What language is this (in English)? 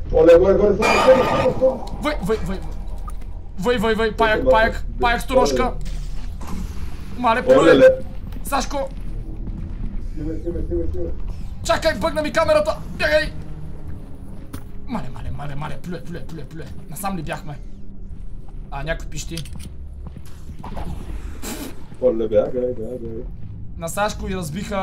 Bulgarian